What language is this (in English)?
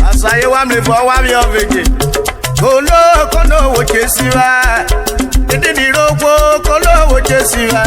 Urhobo